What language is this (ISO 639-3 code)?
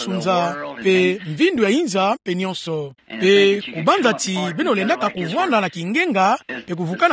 ktu